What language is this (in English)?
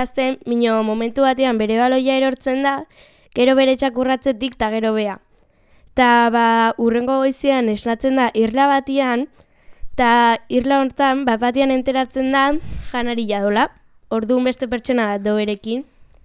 Basque